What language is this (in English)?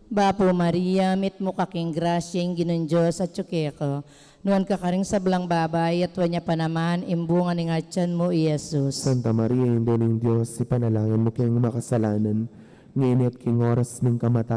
Pampanga